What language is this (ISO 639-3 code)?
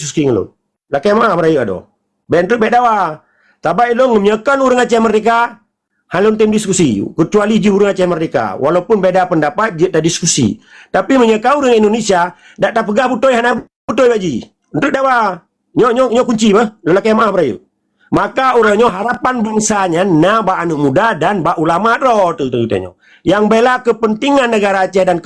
ace